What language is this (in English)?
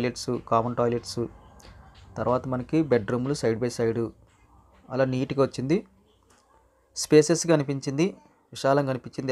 Telugu